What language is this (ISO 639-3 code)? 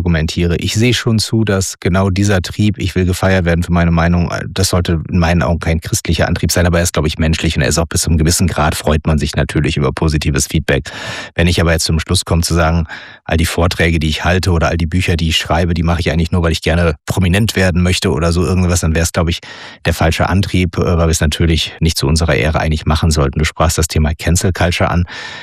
deu